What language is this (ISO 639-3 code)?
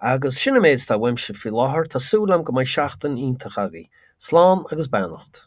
gle